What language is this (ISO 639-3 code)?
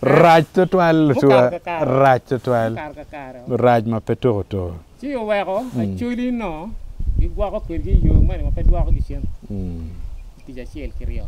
ach